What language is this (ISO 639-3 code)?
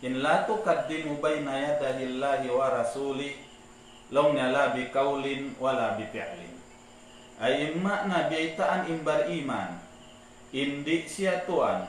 tsg